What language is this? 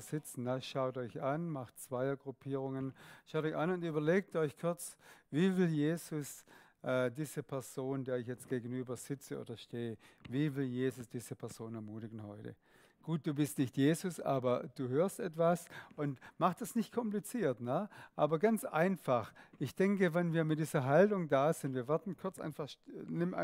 Swiss German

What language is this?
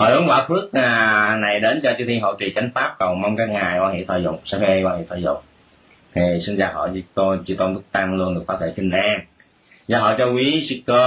Vietnamese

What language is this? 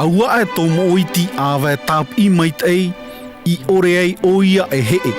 Tahitian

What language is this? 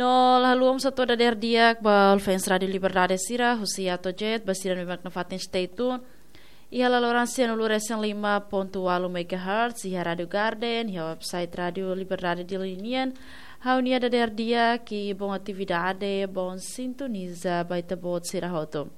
Tetum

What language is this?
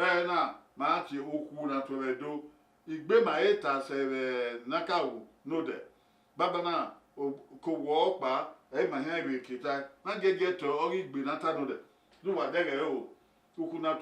Bini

